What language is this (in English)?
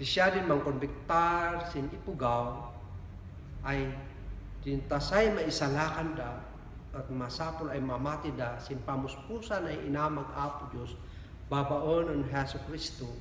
Kankanaey